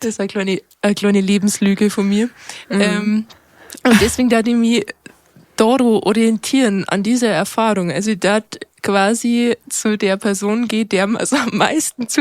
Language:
Bavarian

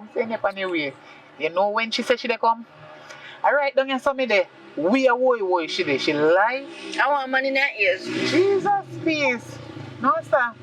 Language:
Jamaican Creole English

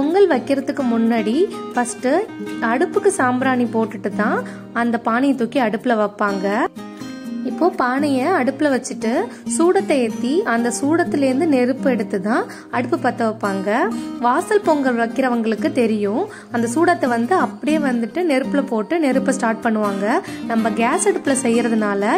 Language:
Tamil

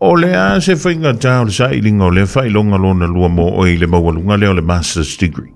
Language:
Samoan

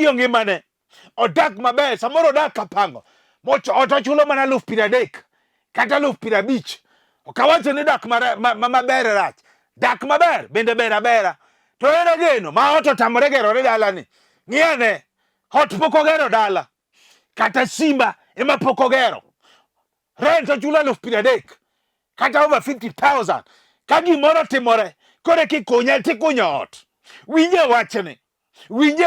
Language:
Luo (Kenya and Tanzania)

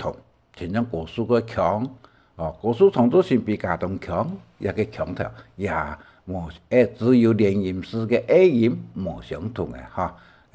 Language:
Hakka Chinese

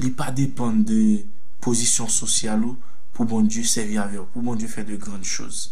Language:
Haitian Creole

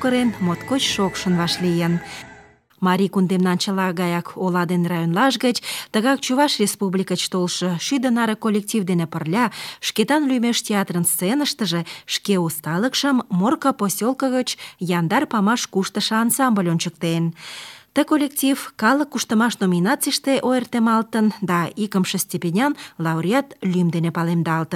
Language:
Mari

